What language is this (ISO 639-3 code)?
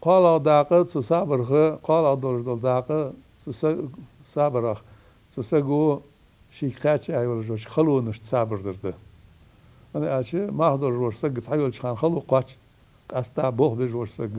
inh